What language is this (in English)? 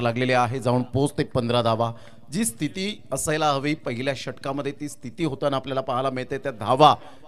Marathi